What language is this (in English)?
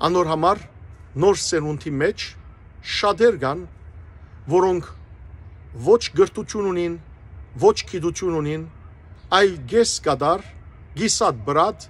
Western Armenian